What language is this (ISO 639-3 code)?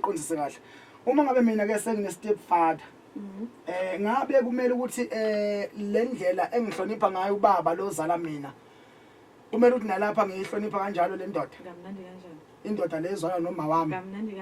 zul